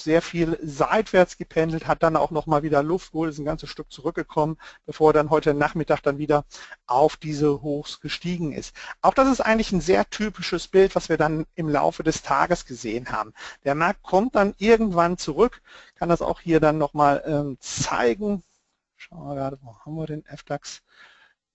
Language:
German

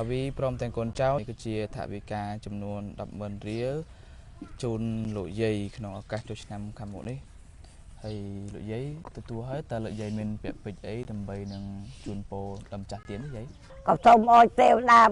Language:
Khmer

